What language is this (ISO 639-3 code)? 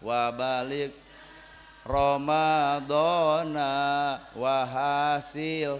sun